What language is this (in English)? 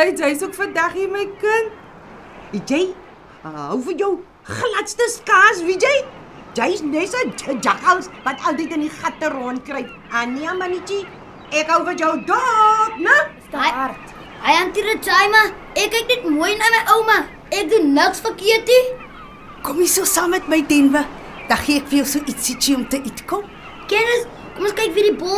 Afrikaans